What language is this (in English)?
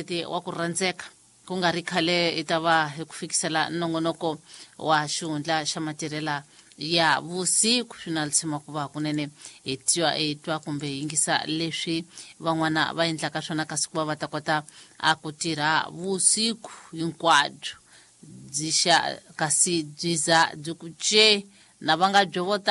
Tsonga